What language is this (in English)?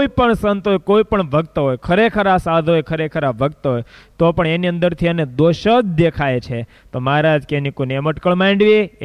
Gujarati